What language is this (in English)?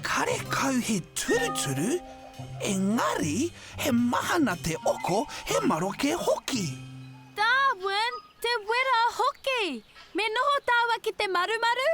Māori